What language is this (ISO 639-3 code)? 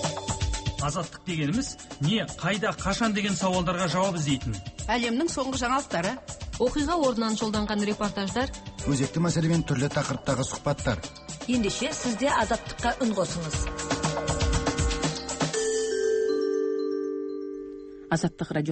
kaz